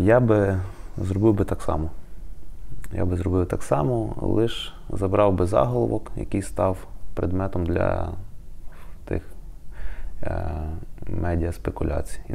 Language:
Ukrainian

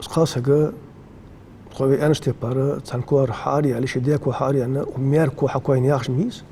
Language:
Ingush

